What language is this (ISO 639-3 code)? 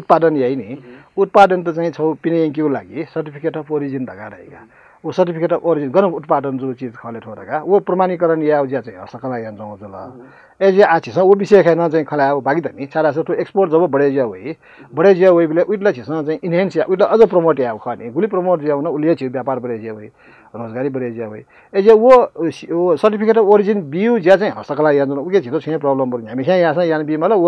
new